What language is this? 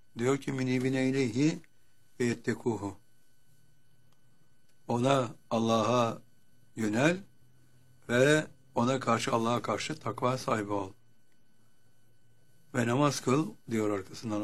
Turkish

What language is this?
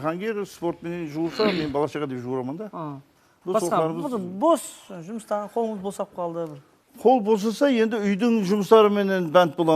Kara-Kalpak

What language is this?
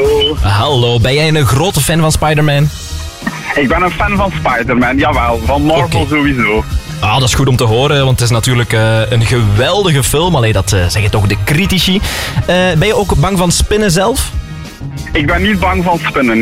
Dutch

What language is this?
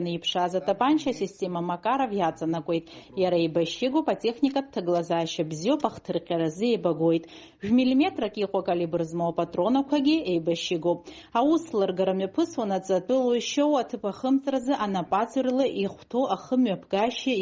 Abkhazian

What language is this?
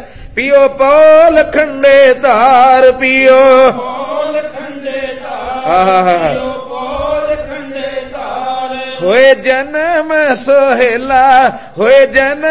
Punjabi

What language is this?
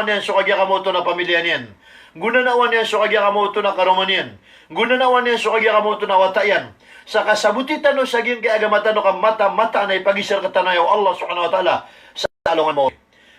Maranao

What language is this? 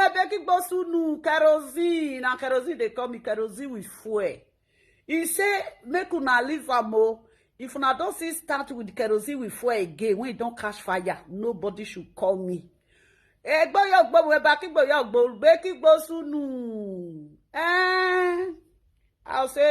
Nigerian Pidgin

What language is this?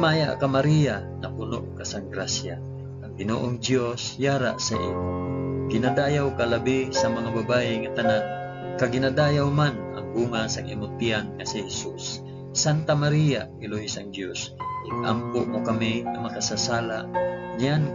Hiligaynon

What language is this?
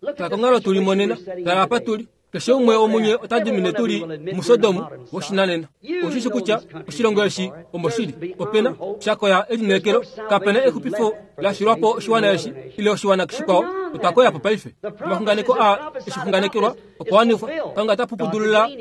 Kuanyama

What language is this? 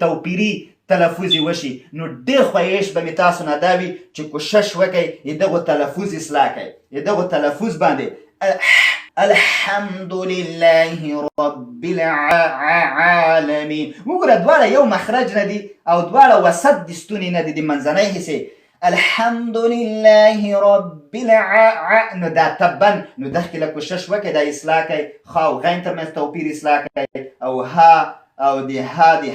Pashto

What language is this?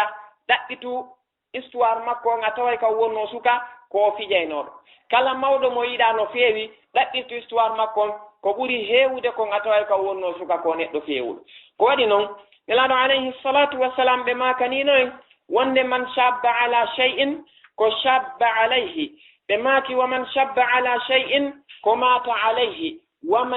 Fula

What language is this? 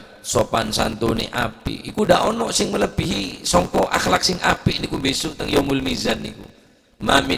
Madurese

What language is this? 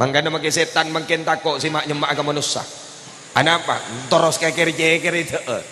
Madurese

